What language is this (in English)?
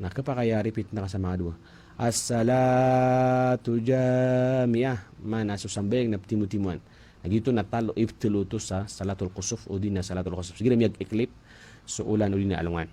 Maranao